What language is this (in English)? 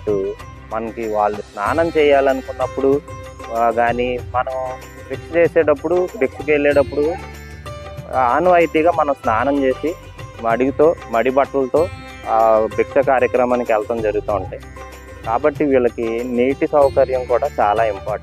Telugu